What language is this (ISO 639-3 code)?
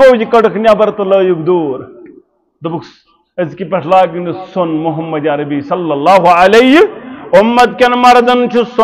kas